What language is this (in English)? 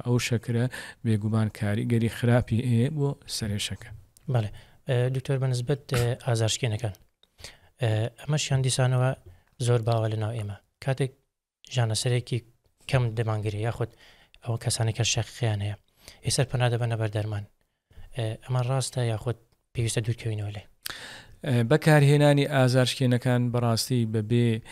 Central Kurdish